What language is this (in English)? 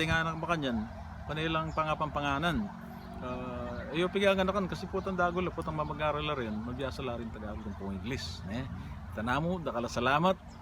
Pampanga